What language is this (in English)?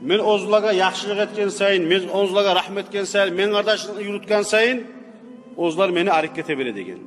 Kumyk